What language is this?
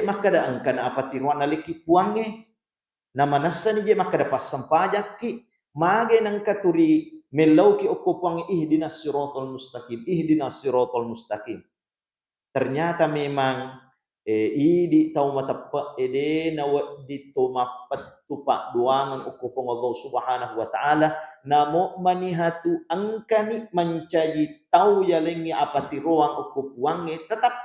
Buginese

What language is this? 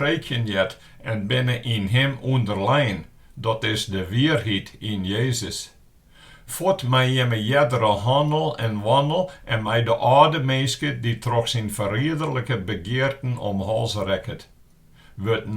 Western Frisian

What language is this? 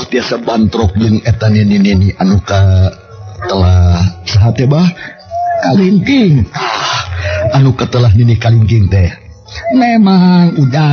Sundanese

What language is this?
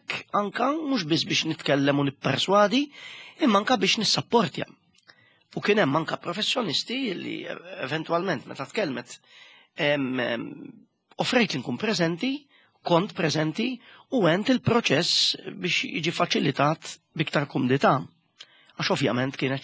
Maltese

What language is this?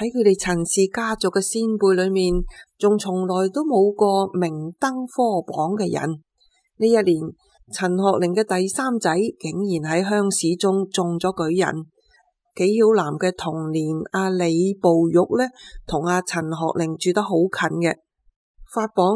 Cantonese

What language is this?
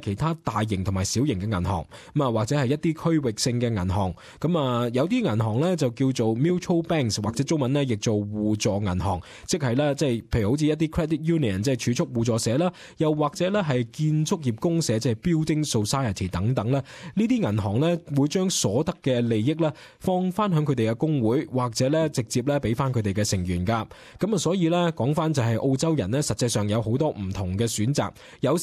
Cantonese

